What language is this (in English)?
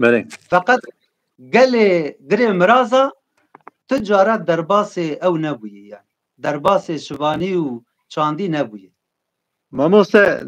Kurdish